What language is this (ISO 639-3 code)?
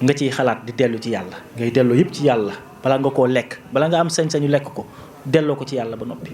wol